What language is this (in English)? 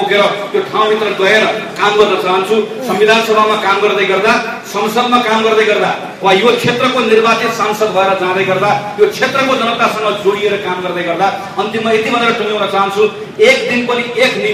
Nepali